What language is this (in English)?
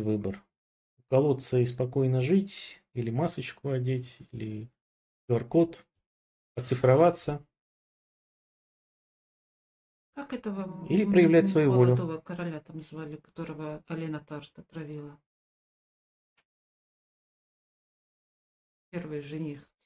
Russian